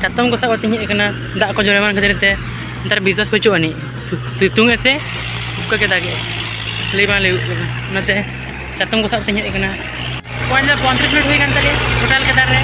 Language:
Santali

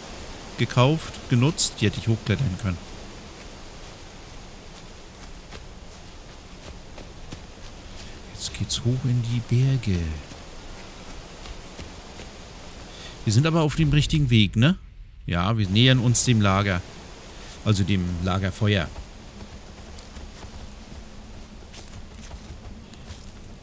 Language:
German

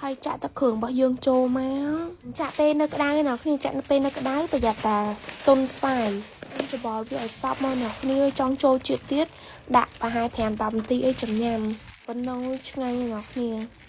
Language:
Khmer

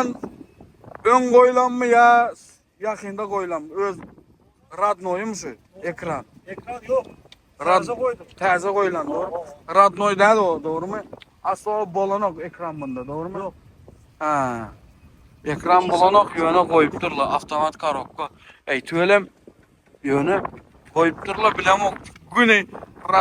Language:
Turkmen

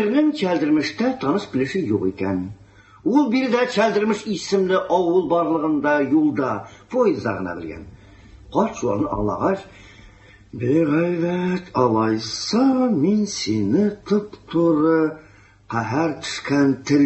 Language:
Tatar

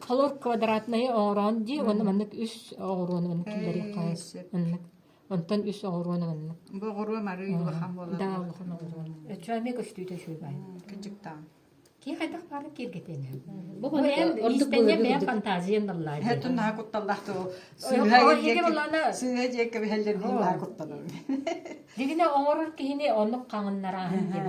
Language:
Yakut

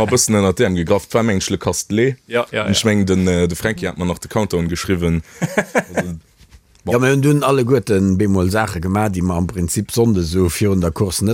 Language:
Luxembourgish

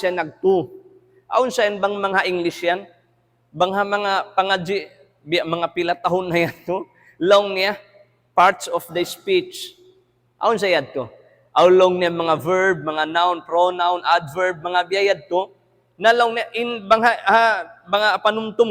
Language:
Tausug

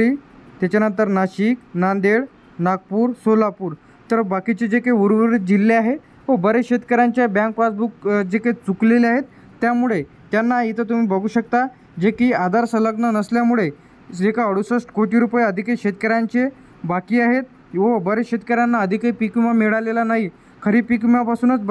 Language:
Marathi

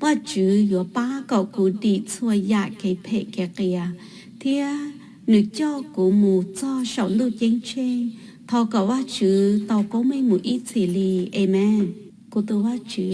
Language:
Hmong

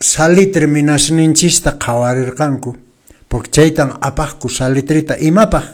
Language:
Quechua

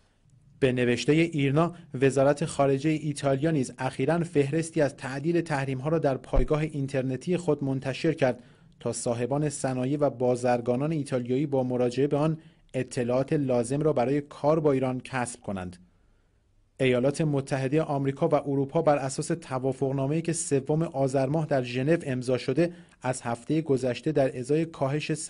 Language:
Persian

